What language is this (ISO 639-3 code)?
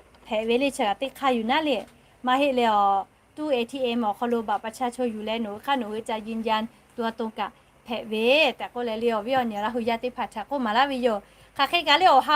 lhu